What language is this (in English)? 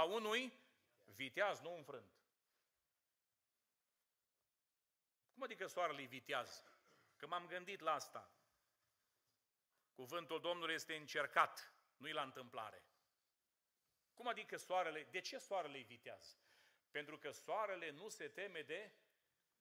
Romanian